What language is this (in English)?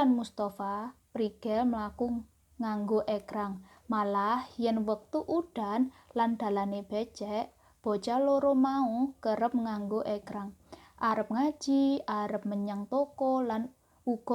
Javanese